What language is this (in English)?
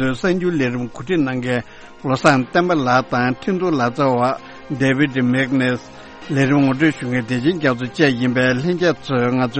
Tibetan